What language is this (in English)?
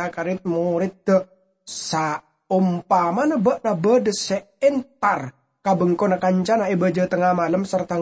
Madurese